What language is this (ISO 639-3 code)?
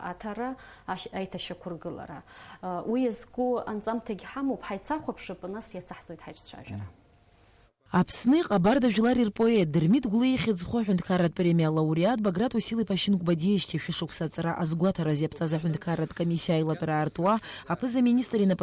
abk